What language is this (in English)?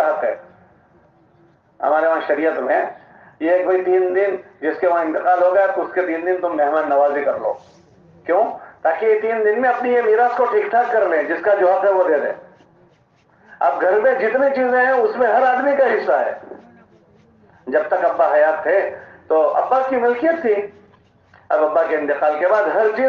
Urdu